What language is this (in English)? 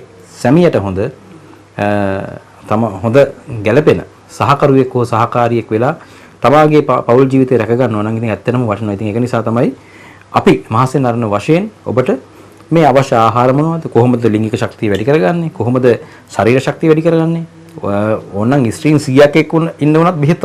Sinhala